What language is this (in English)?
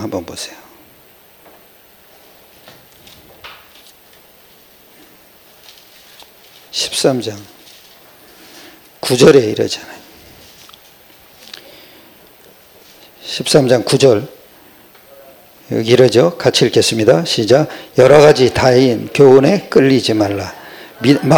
Korean